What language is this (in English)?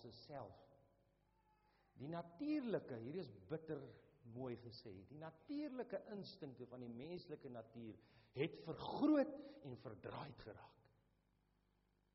Afrikaans